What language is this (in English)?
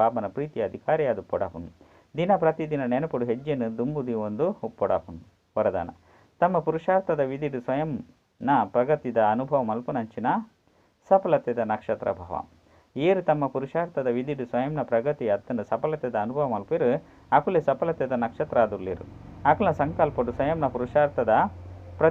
Tulu